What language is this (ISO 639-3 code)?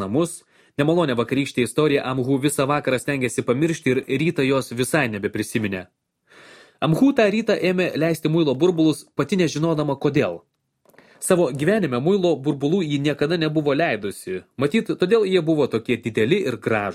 lit